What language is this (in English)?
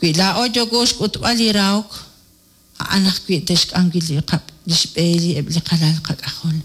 Kekchí